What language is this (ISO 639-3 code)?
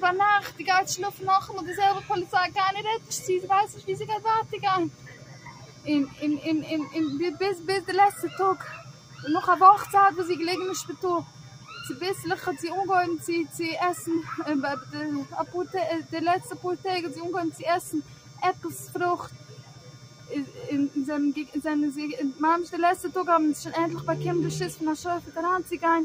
yid